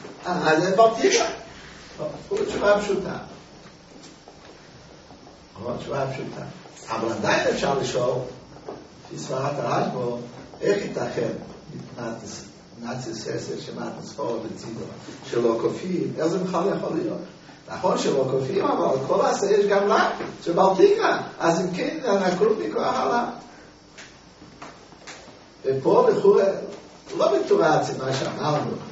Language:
Hebrew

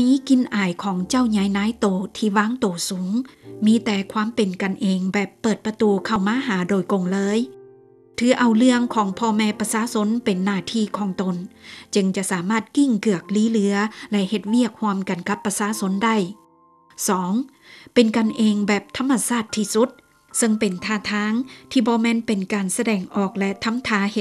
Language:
Lao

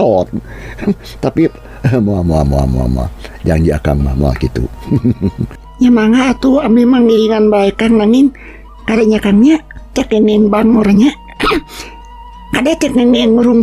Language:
Sundanese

